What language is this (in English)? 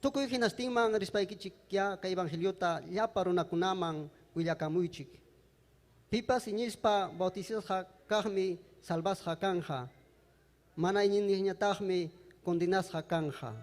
Ayacucho Quechua